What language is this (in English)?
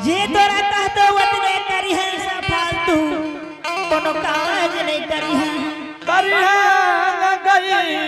Angika